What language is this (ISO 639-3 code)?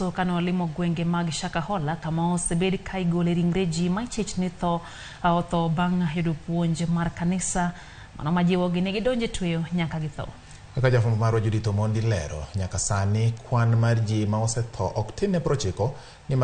luo